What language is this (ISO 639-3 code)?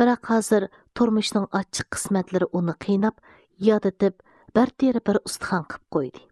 uig